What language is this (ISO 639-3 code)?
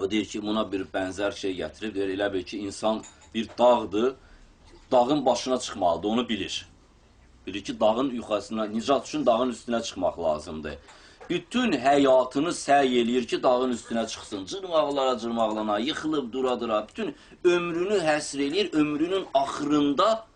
aze